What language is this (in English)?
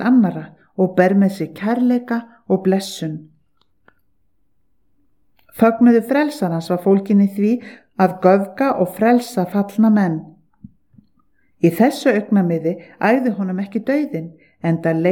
Icelandic